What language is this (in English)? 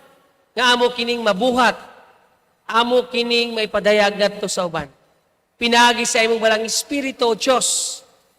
Cebuano